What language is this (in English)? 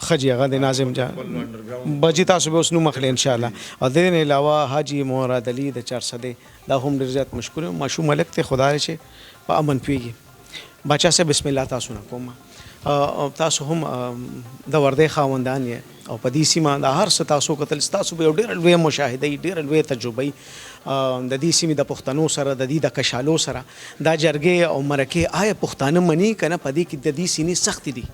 Pashto